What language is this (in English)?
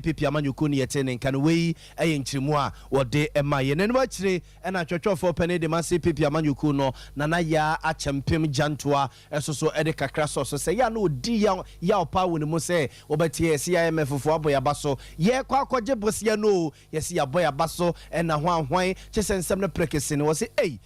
Akan